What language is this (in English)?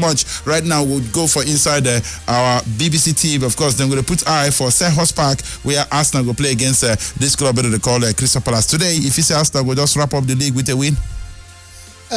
Nigerian Pidgin